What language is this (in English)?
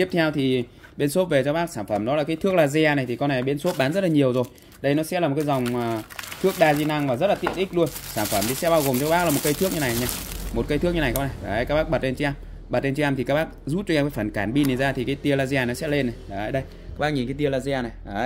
Vietnamese